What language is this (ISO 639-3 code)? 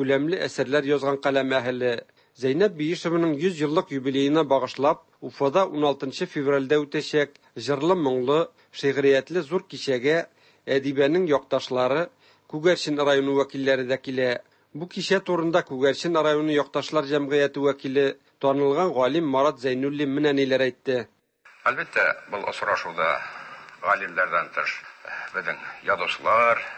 tat